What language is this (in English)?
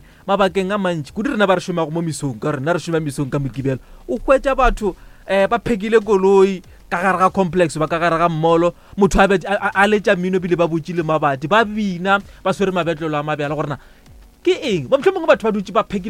Northern Sotho